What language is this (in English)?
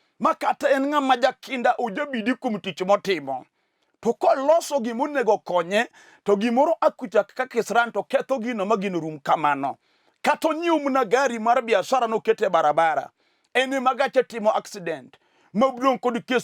Luo (Kenya and Tanzania)